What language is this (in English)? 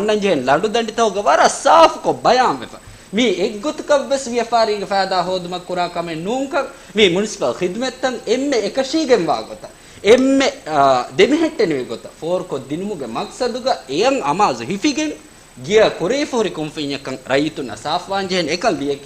Divehi